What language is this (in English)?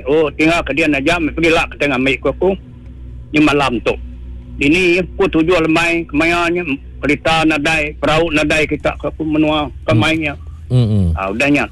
Iban